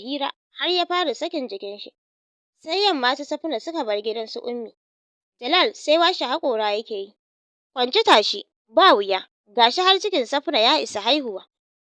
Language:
Hausa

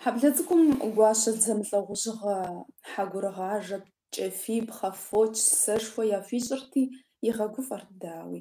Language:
Kabardian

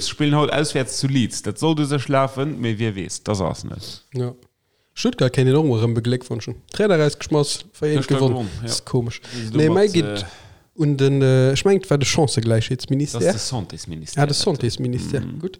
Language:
Luxembourgish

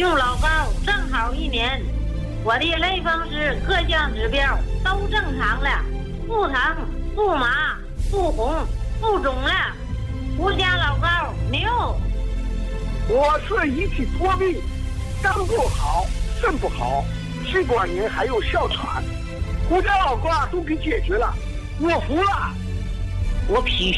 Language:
Chinese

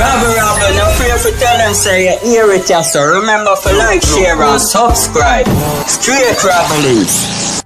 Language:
Jamaican Creole English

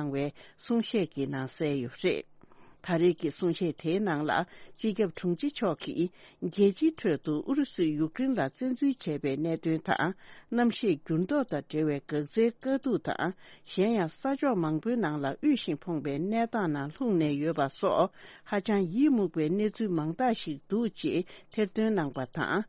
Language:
Tibetan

